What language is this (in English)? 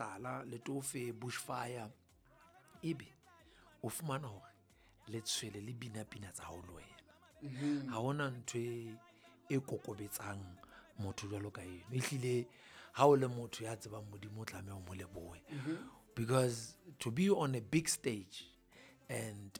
Southern Sotho